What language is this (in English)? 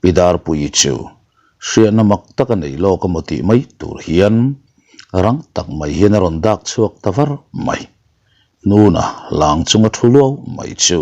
Mizo